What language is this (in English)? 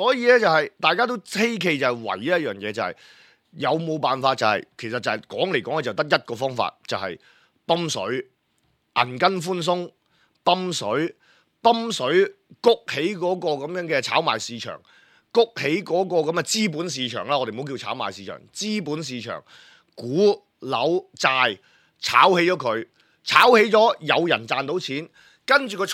Cantonese